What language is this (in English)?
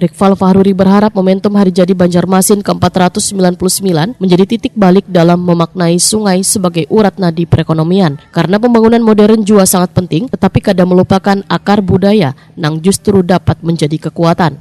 Banjar